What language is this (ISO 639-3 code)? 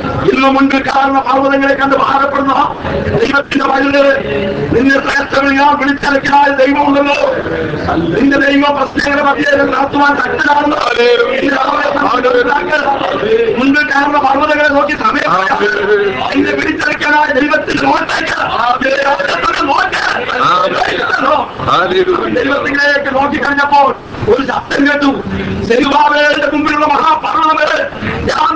mal